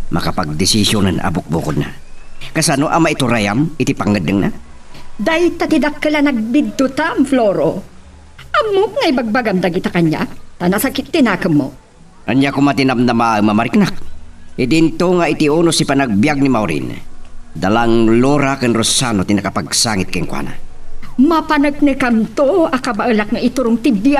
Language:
Iloko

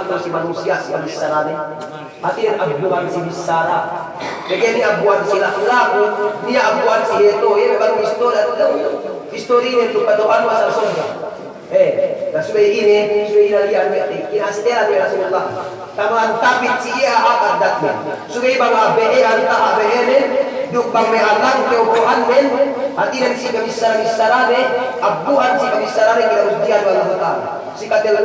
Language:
Yakan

